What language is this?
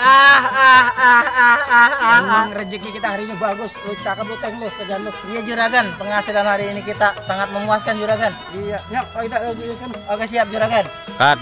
Betawi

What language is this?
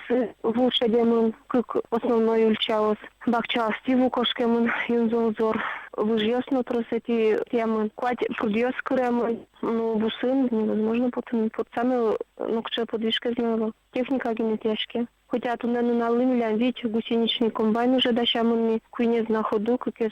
Udmurt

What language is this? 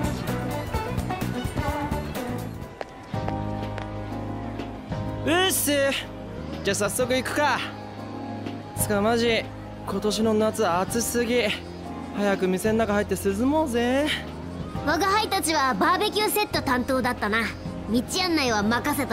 Japanese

